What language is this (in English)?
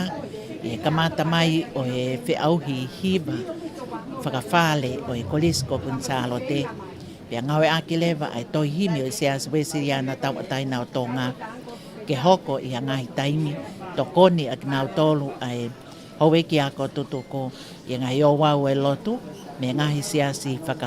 Tongan